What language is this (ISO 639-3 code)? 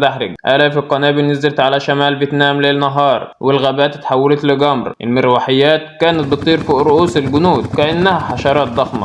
arz